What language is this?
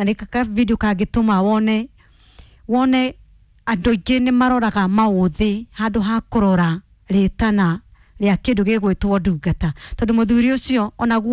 Kikuyu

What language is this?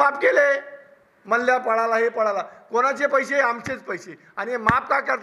Marathi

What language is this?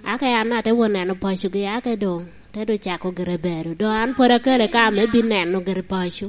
Lango (Uganda)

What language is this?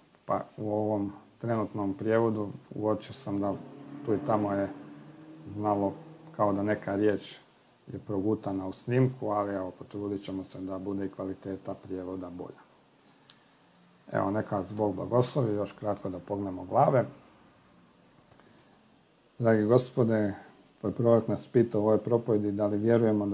Croatian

